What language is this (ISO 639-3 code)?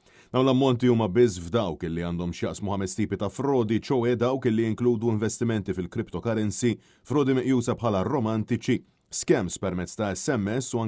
mlt